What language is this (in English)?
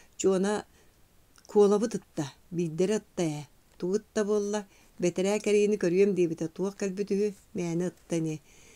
Yakut